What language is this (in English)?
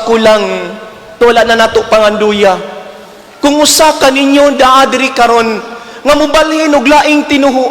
Cebuano